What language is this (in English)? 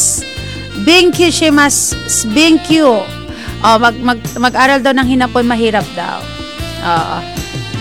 Filipino